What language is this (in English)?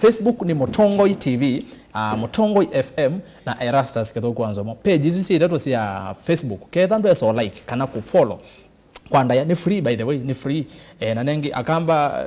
Kamba